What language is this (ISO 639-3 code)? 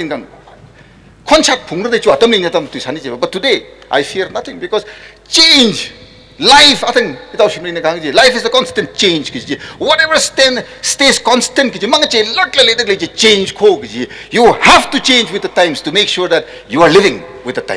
nmf